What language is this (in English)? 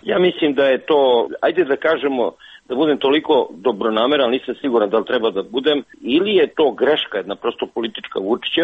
Serbian